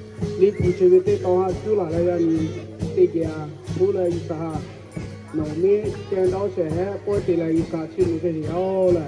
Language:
Lahu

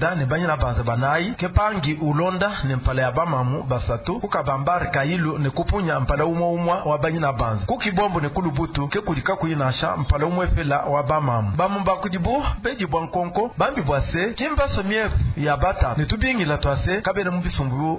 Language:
Luba-Lulua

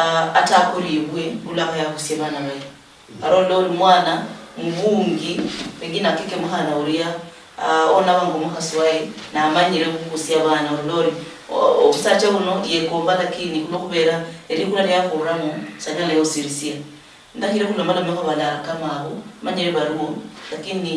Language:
Luyia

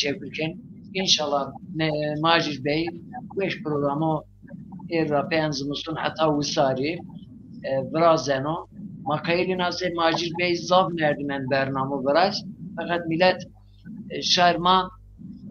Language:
Zaza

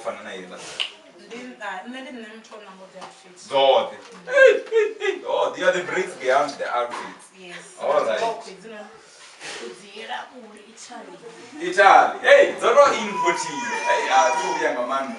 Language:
Venda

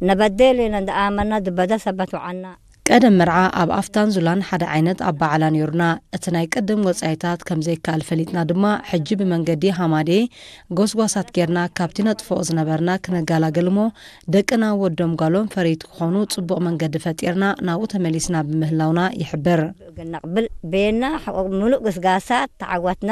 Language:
Tigrinya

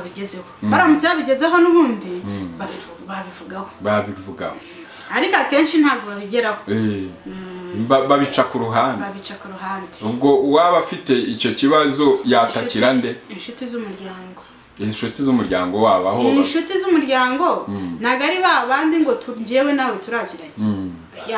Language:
Kinyarwanda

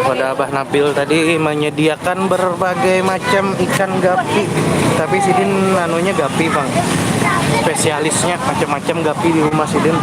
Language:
Banjar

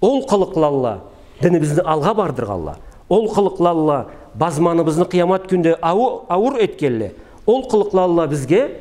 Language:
Karachay-Balkar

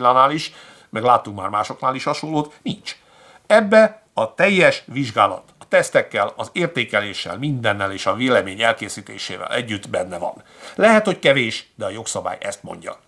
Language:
Hungarian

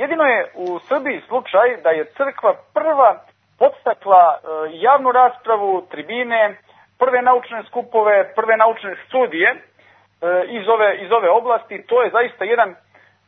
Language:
Serbian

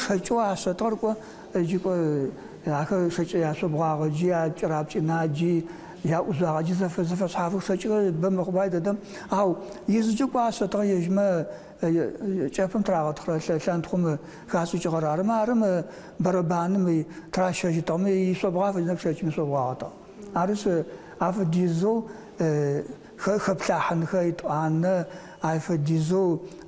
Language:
Adyghe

